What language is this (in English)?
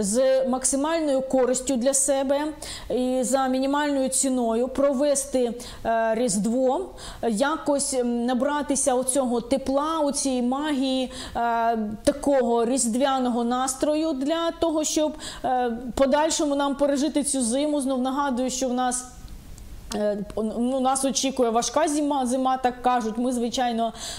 Ukrainian